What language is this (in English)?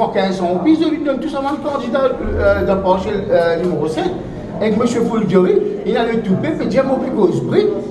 Morisyen